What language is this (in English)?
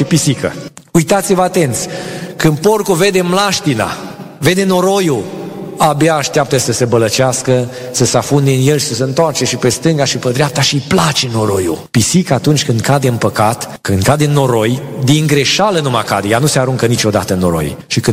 Romanian